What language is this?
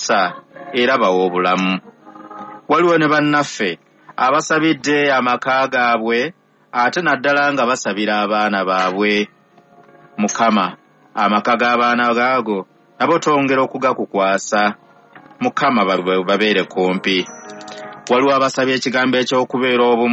Ganda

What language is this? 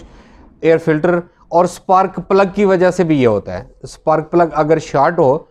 Hindi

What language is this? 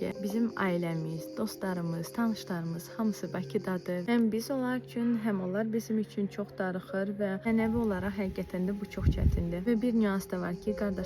Azerbaijani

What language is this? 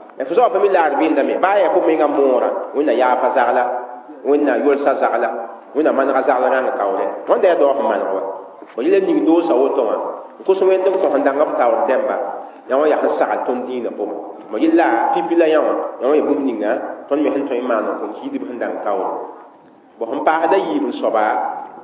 Mossi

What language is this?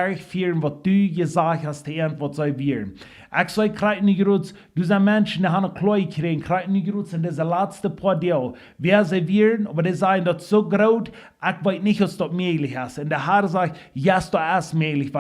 Plautdietsch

